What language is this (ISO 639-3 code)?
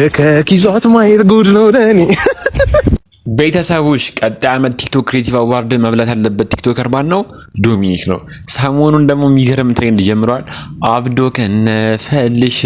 amh